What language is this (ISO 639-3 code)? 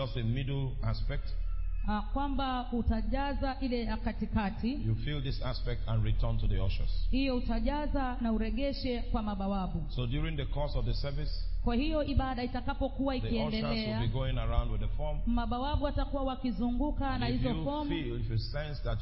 swa